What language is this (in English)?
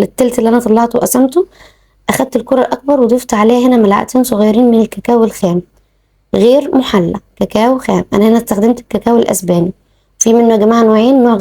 Egyptian Arabic